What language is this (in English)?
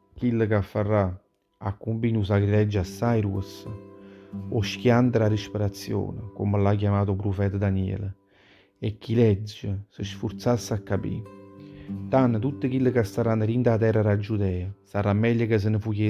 Neapolitan